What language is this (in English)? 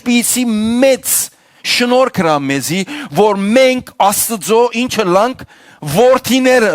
Western Armenian